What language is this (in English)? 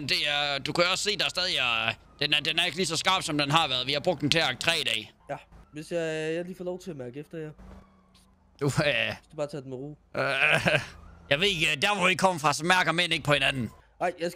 Danish